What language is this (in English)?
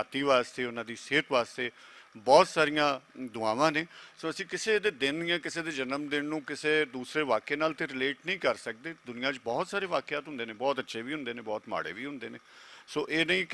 Western Panjabi